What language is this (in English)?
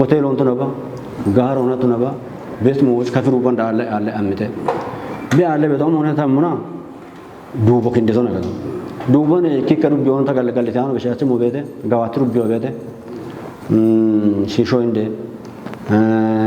Kafa